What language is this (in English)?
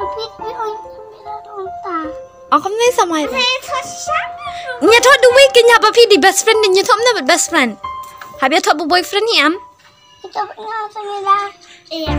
Khasi